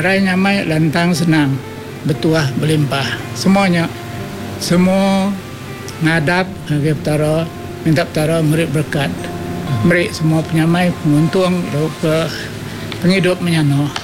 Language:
Iban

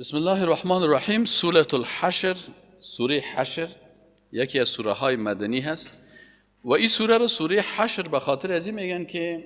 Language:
Persian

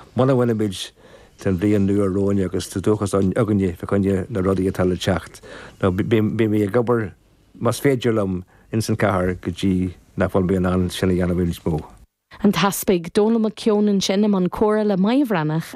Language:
Irish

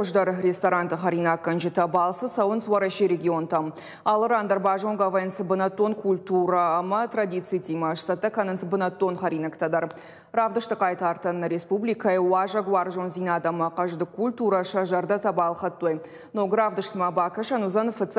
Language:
Ossetic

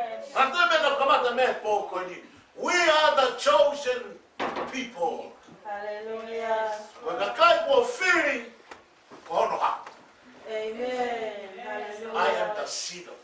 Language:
Tongan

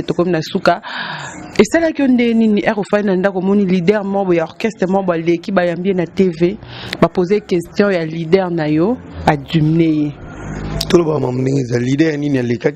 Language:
Lingala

